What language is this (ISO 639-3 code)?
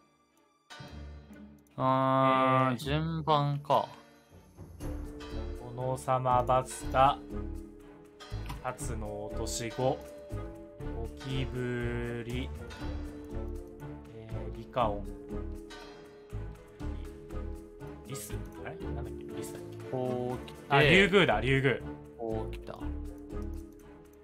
jpn